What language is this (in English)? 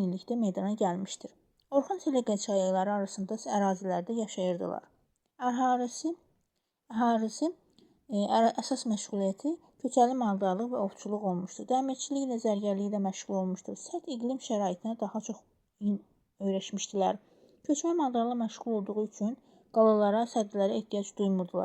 Azerbaijani